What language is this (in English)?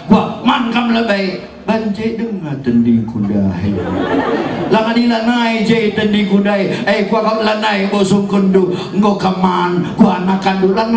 Batak Karo